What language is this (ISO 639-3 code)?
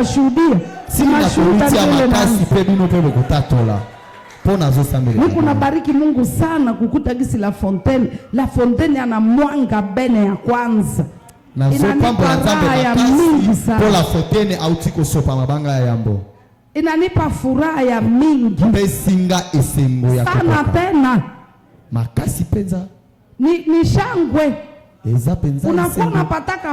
swa